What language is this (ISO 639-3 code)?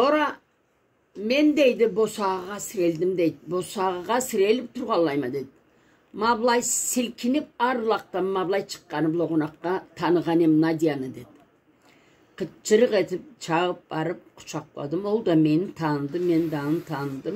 krc